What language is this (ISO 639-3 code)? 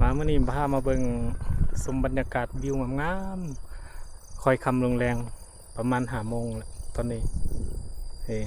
lao